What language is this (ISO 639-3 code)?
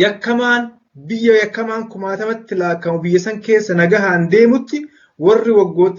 orm